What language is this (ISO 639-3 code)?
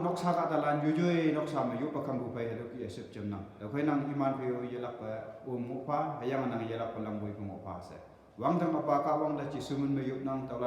nbe